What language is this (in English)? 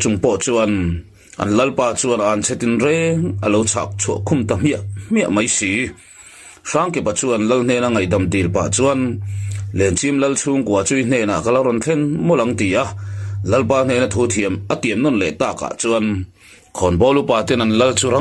Mizo